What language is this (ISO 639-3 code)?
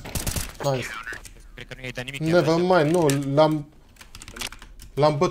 ron